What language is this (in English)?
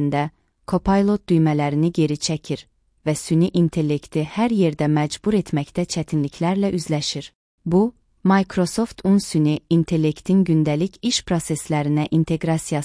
Azerbaijani